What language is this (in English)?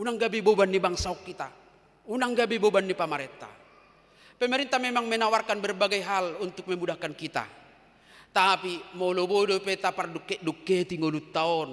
Batak Toba